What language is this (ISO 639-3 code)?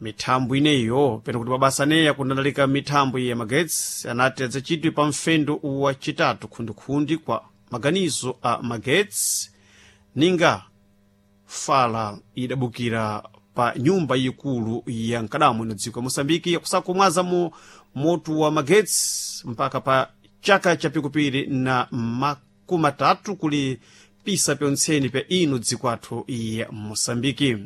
seh